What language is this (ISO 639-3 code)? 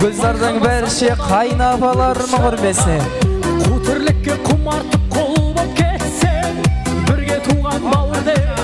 kaa